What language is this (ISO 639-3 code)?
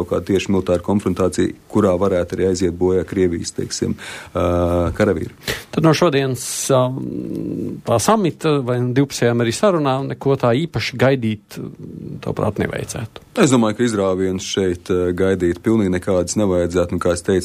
lav